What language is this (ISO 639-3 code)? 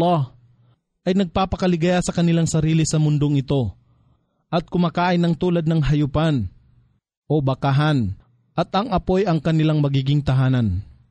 fil